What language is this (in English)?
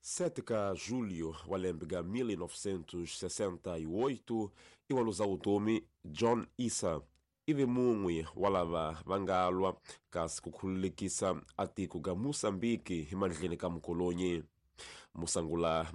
Tsonga